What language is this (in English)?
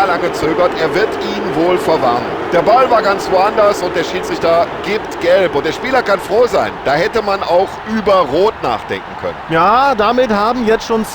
Bavarian